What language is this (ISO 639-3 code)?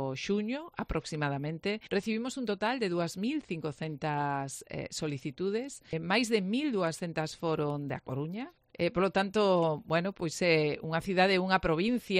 glg